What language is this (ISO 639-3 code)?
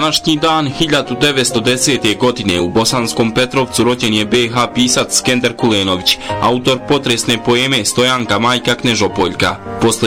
bos